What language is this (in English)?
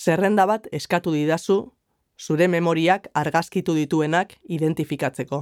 Basque